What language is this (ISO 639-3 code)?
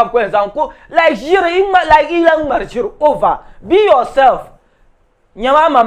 dag